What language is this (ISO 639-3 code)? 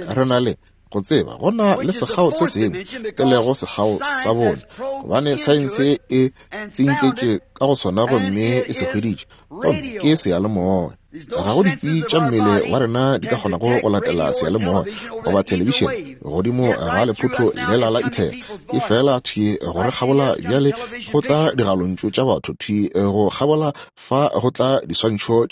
nso